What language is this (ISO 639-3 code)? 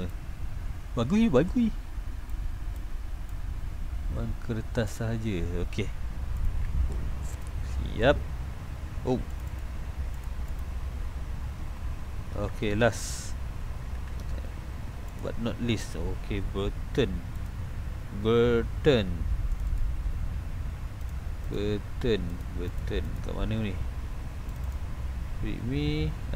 msa